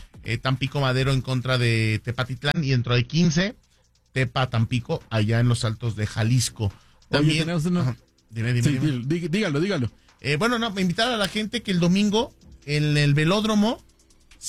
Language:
Spanish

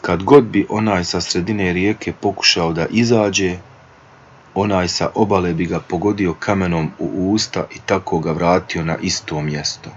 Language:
Bosnian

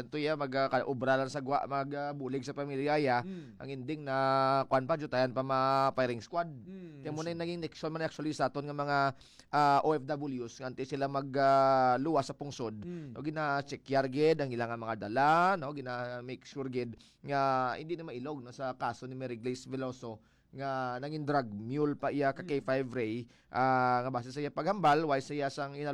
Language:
Hiligaynon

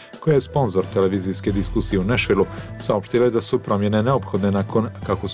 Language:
Bosnian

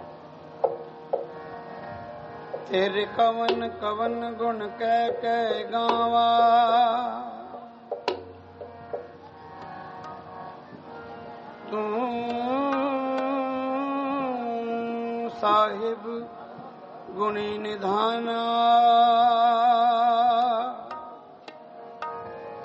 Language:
Punjabi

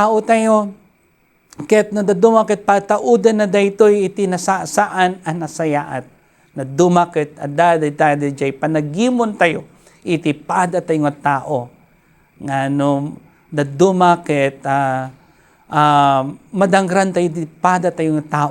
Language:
Iloko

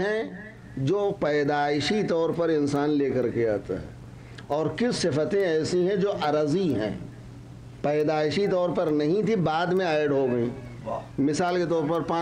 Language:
Urdu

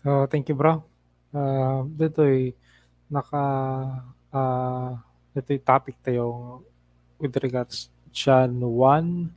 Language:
Iloko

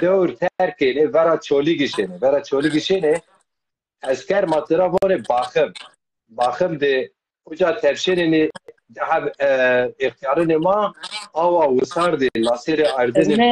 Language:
Zaza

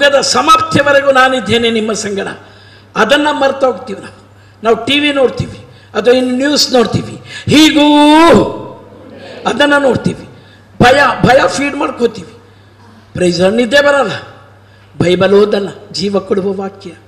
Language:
Kannada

